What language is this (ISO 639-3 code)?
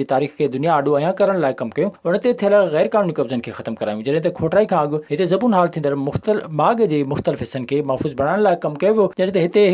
snd